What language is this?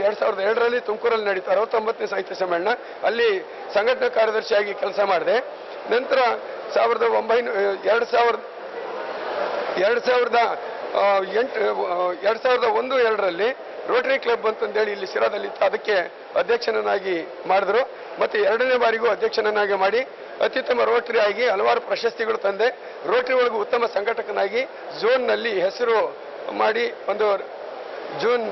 Kannada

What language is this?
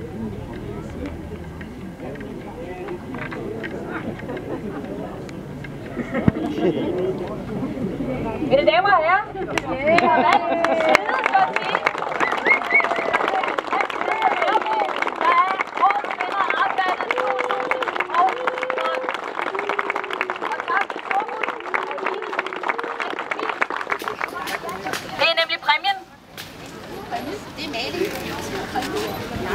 Danish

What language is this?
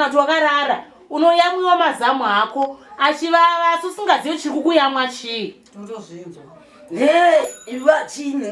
Shona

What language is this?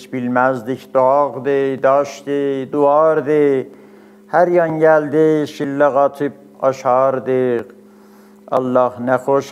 South Azerbaijani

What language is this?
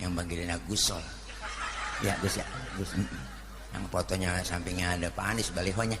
Betawi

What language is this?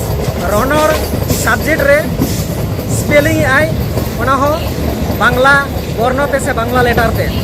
Santali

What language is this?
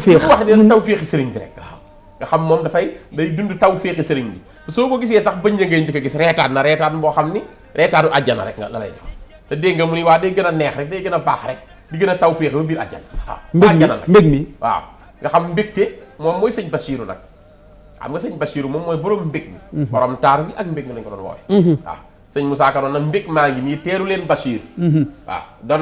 Wolof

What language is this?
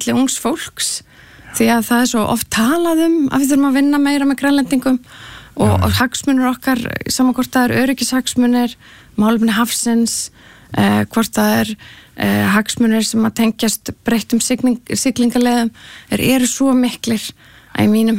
Icelandic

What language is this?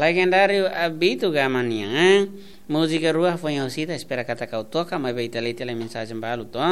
Tetum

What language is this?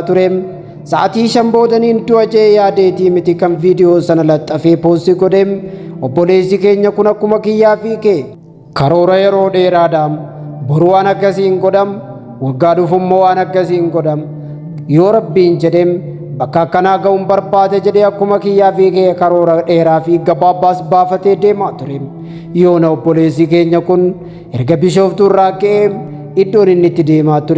Oromo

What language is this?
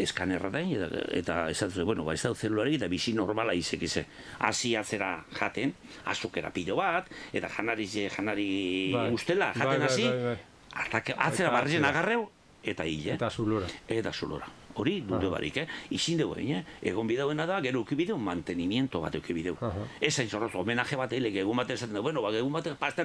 Basque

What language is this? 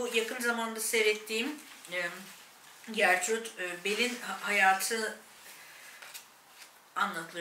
Turkish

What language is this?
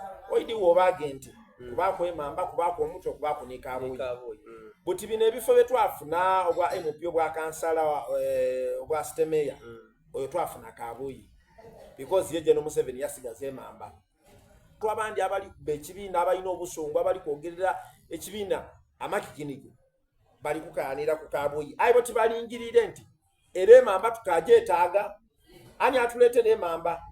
Soga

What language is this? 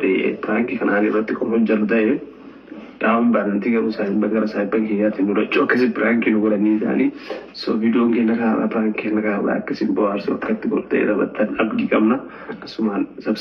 Oromo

